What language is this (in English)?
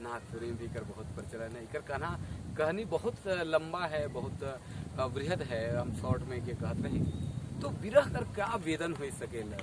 Sadri